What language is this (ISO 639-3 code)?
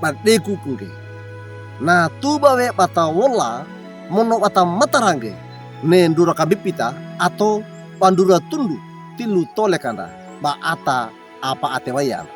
wew